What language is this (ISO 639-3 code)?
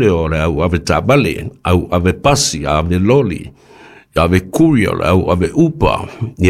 smo